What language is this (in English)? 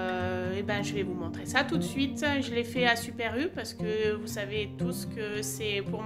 French